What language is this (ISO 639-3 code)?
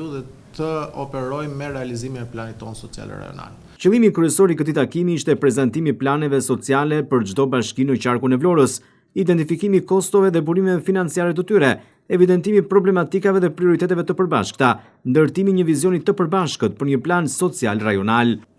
sqi